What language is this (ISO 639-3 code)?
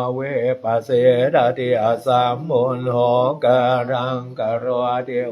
pli